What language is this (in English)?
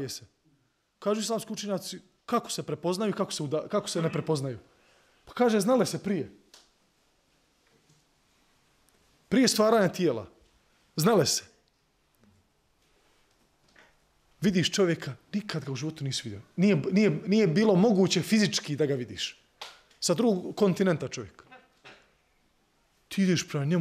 Bosnian